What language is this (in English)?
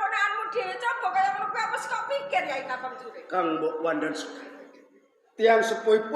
Javanese